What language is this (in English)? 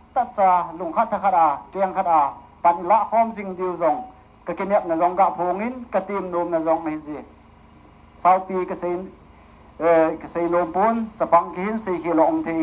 Hmar